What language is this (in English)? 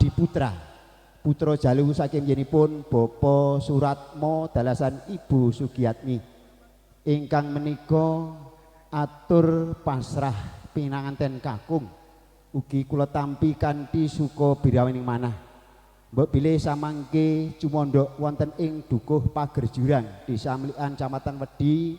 Javanese